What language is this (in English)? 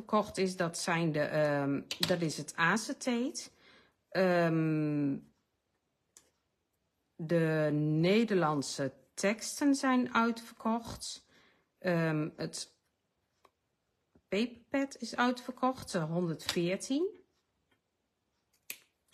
Dutch